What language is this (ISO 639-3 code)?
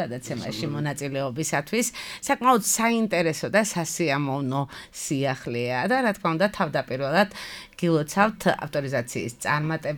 kat